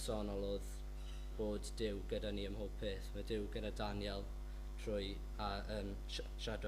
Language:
Welsh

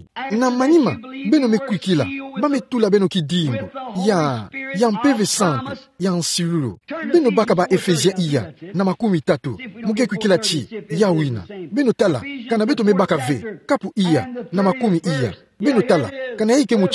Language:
Kituba (Democratic Republic of Congo)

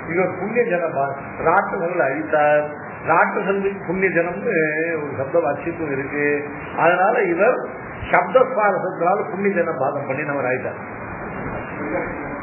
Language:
Tamil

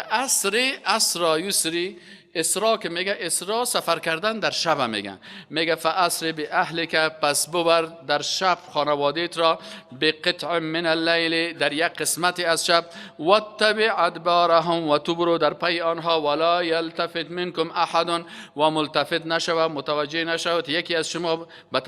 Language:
Persian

